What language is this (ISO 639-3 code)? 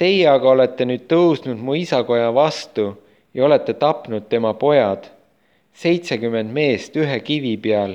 est